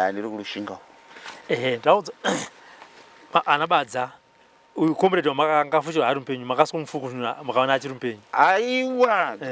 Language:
Shona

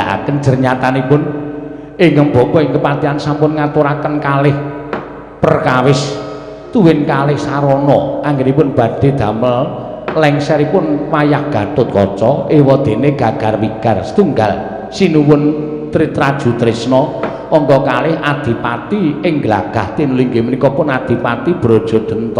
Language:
Javanese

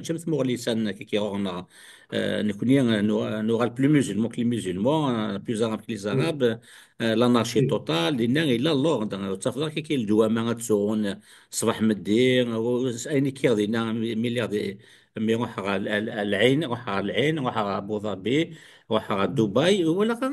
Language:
Kabyle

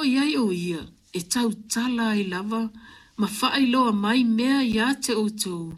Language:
Samoan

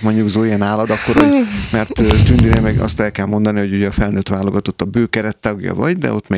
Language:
Hungarian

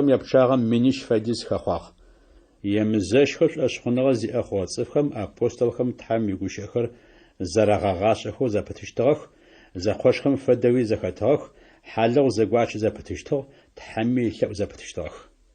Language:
Adyghe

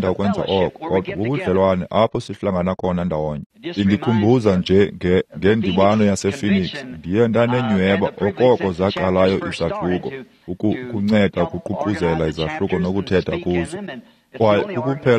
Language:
Xhosa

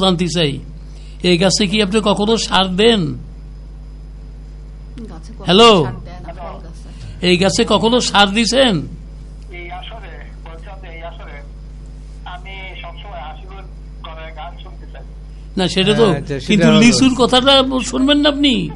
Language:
Bangla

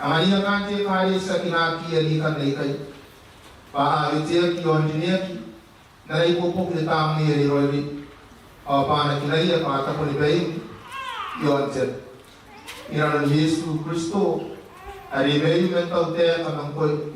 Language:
Gilbertese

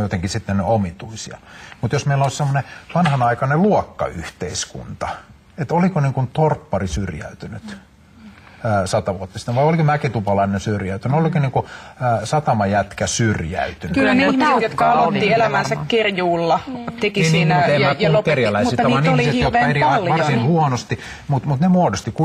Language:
Finnish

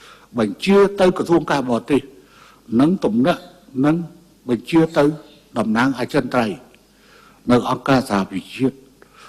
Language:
Khmer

